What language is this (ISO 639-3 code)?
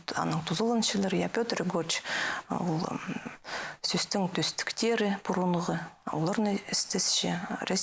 kjh